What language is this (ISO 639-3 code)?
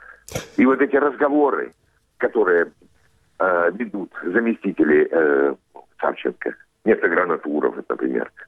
rus